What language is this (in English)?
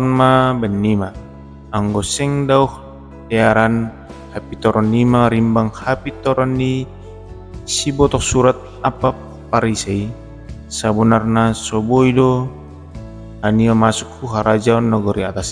Batak Simalungun